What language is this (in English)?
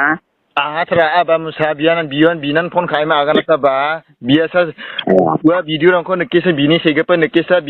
Garo